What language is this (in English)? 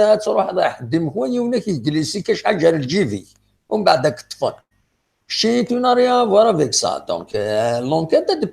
Kabyle